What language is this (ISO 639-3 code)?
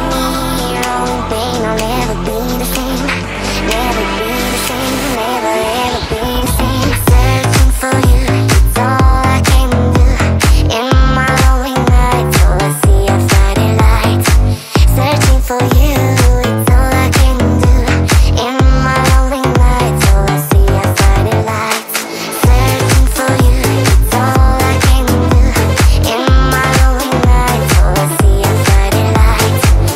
eng